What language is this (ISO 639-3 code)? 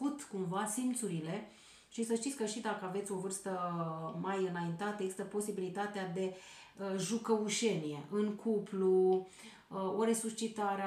ron